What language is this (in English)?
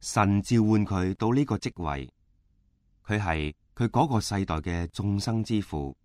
Cantonese